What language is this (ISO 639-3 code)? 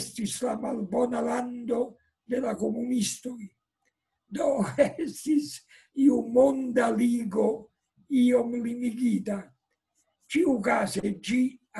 epo